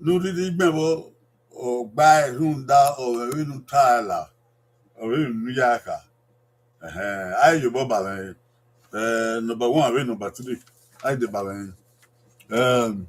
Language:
Bini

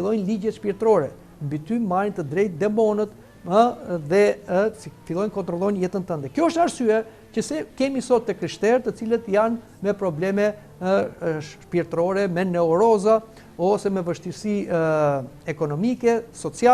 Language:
Albanian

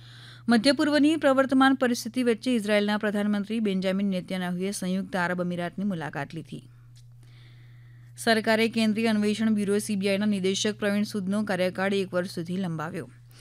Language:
Gujarati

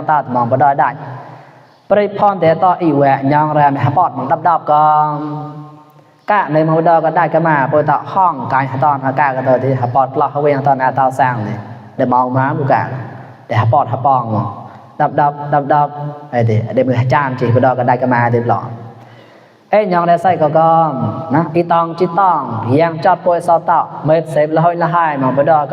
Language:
Mon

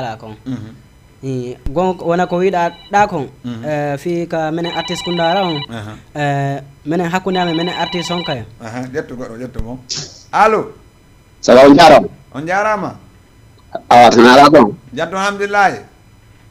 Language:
Fula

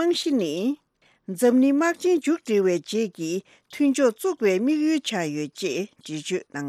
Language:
Tibetan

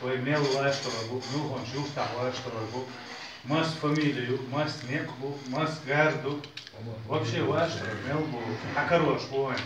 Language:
Chechen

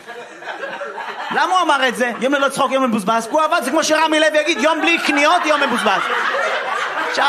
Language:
Hebrew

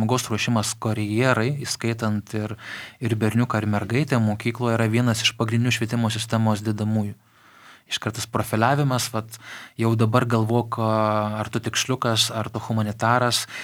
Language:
Lithuanian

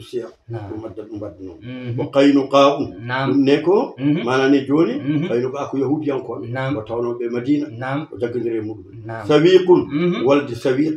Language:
Fula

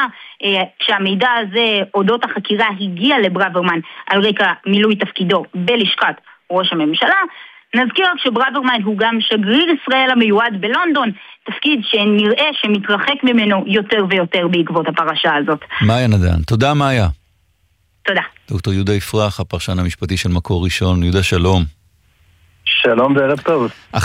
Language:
Hebrew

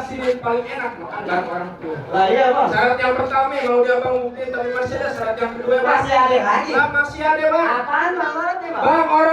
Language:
Betawi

